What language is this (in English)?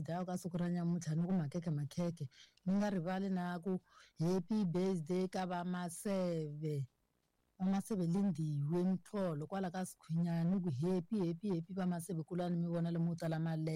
Tsonga